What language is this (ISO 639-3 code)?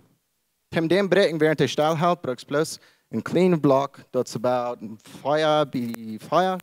pdt